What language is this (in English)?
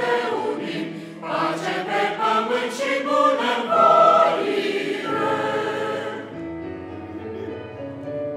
Romanian